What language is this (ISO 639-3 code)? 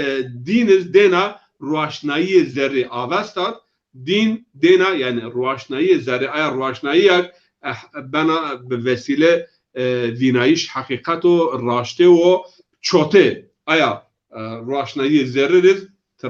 zza